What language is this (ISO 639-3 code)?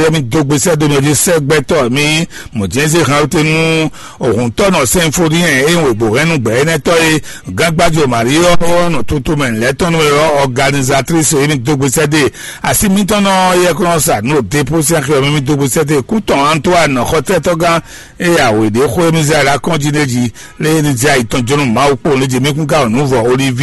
fon